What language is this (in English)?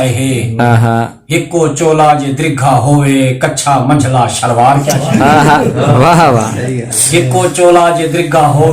Saraiki